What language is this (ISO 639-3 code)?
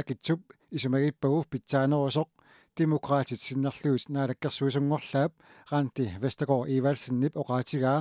kal